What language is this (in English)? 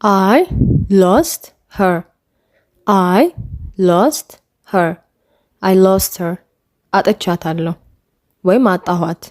Amharic